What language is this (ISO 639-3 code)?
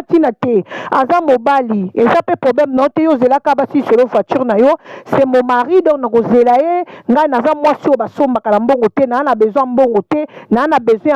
lin